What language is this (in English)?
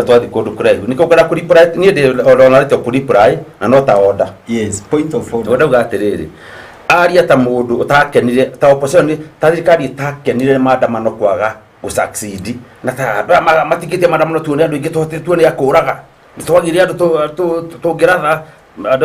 Kikuyu